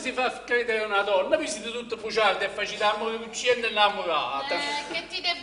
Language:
Neapolitan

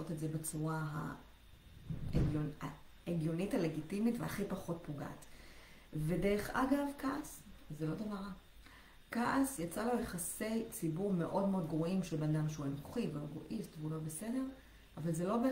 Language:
Hebrew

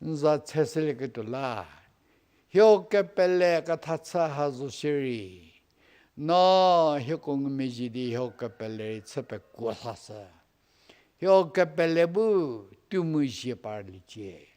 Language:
Angami Naga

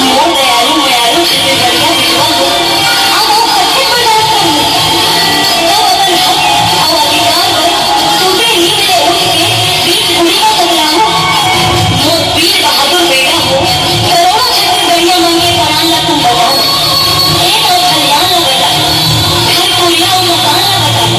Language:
Chhattisgarhi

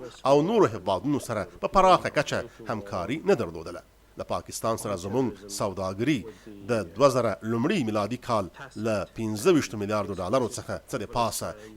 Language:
Pashto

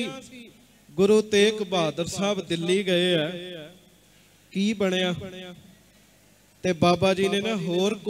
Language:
Punjabi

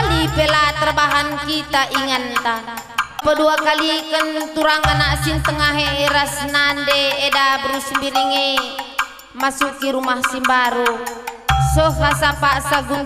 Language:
Batak Karo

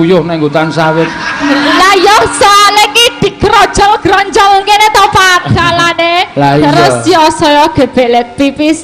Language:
Javanese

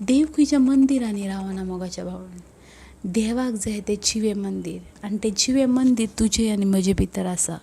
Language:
Konkani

